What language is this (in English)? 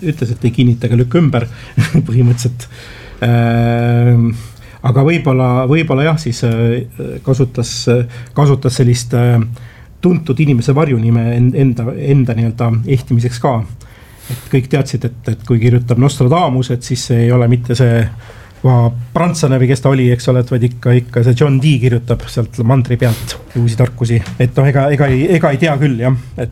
Estonian